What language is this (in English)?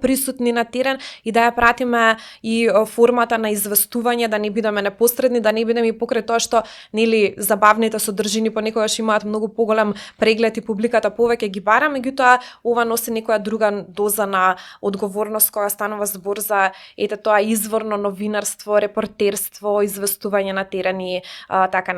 Macedonian